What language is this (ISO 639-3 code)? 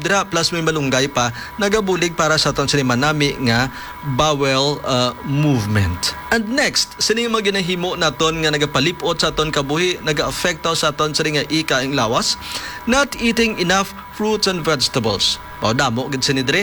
hil